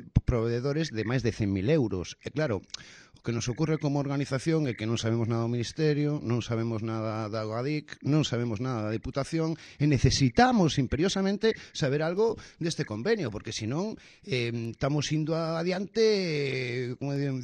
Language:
Galician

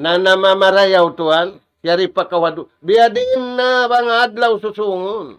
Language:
Tausug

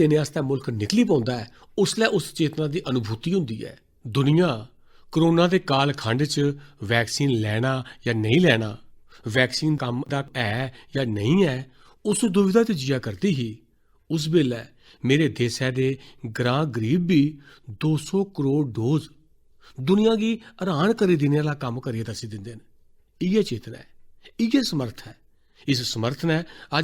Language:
Dogri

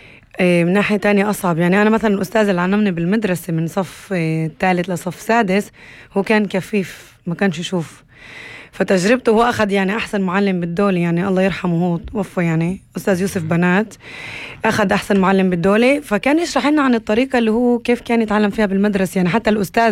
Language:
North Levantine Arabic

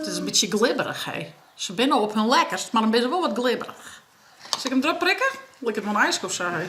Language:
Western Frisian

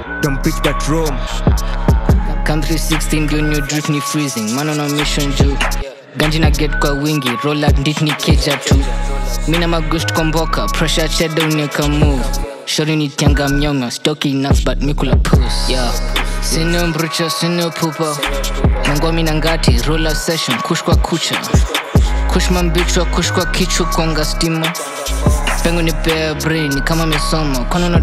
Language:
Swahili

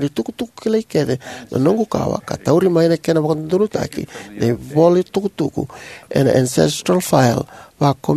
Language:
Fijian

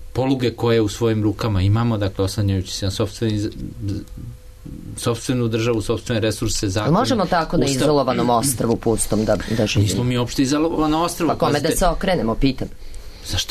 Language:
Serbian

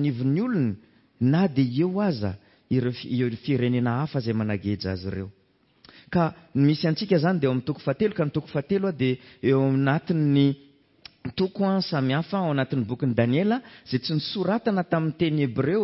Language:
Malagasy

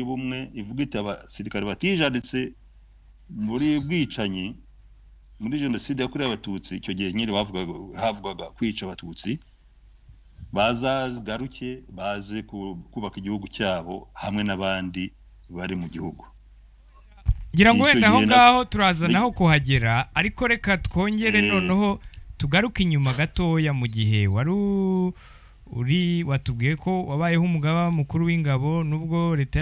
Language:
Kinyarwanda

